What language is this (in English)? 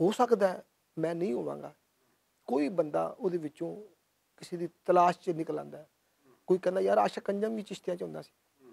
Western Panjabi